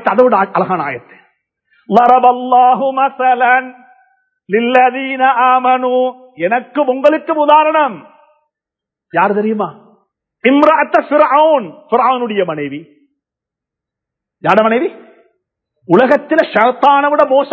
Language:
Tamil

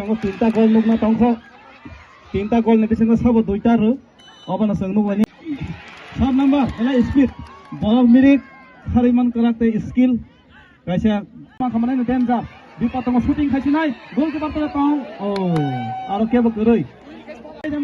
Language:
Kok Borok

